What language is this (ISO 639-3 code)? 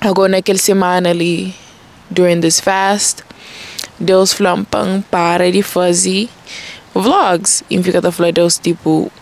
kea